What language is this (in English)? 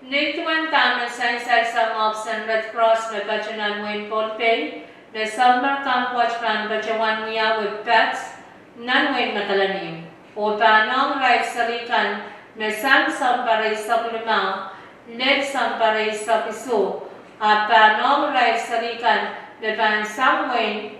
Pohnpeian